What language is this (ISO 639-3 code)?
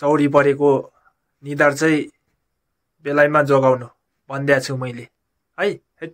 nep